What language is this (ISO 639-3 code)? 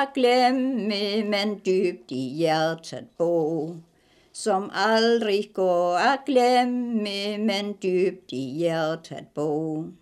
dan